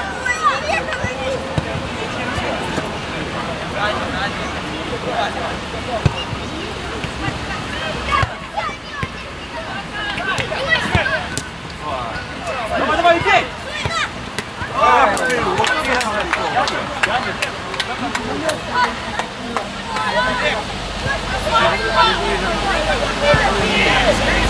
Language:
Russian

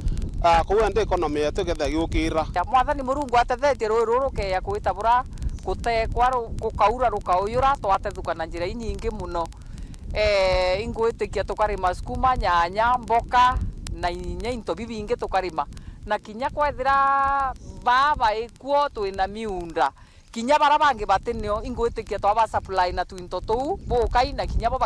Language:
Meru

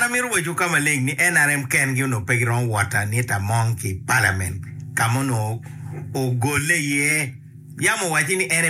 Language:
Acoli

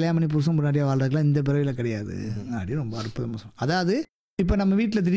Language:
Tamil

